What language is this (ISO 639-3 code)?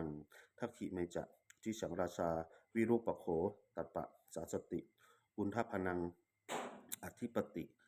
pli